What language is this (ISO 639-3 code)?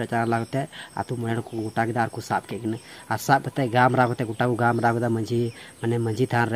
sat